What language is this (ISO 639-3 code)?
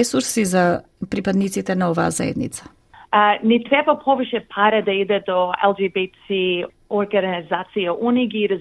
mkd